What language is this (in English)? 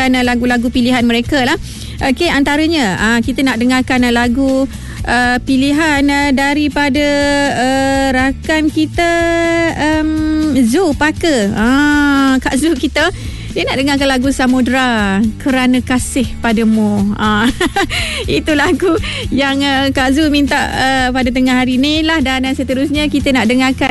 Malay